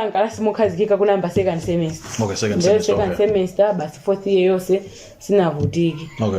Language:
Nyanja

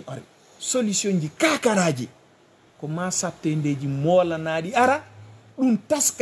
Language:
Fula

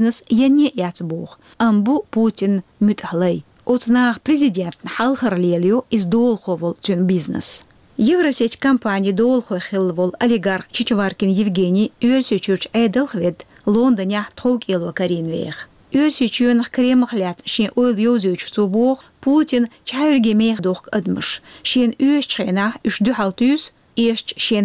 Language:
Chechen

